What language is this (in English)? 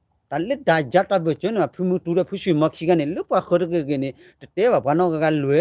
S'gaw Karen